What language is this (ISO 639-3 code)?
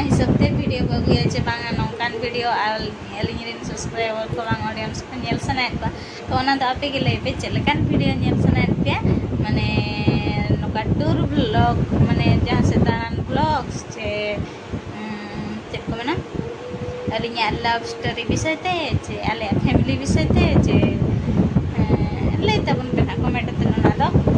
sat